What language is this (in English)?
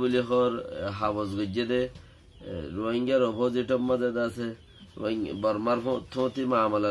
Rohingya